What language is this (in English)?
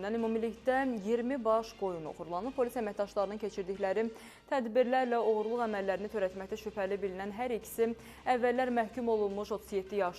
Azerbaijani